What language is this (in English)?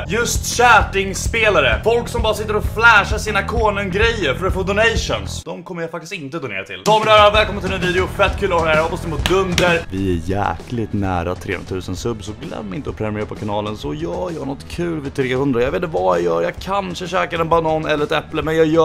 Swedish